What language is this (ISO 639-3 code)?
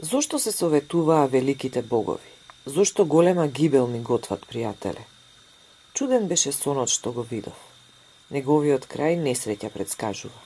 mkd